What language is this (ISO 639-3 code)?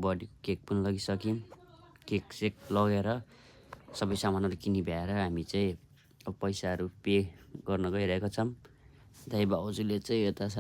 nep